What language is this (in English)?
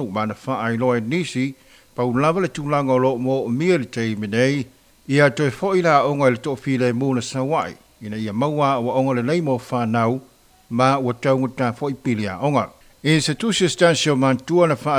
Samoan